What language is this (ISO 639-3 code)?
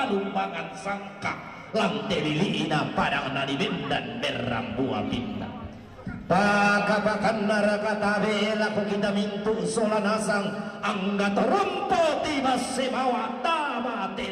sda